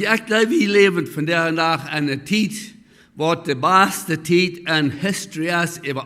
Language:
Plautdietsch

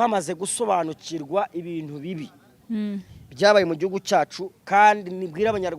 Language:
Kinyarwanda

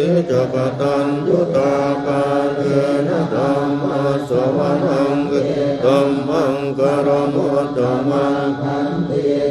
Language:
Pali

